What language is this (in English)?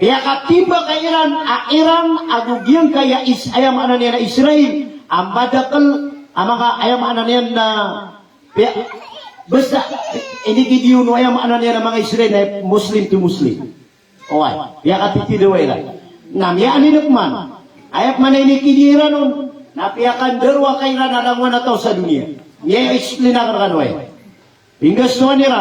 Maranao